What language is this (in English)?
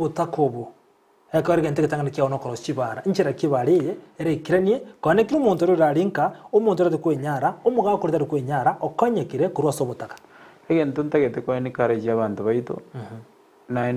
Gusii